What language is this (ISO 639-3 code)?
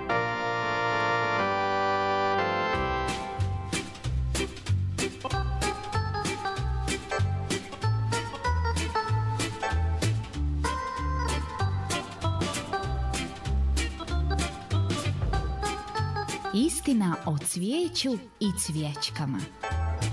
srp